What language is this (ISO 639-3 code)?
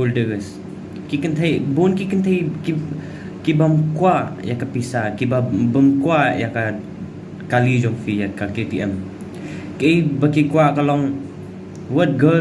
kha